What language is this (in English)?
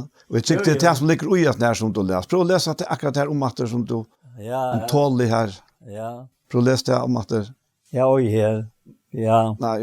Faroese